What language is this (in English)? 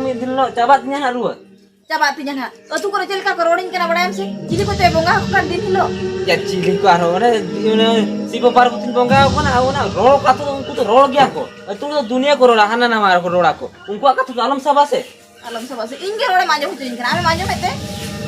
Santali